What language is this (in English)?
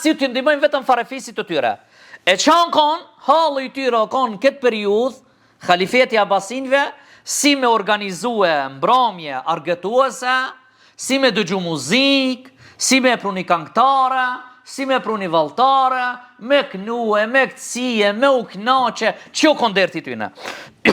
Albanian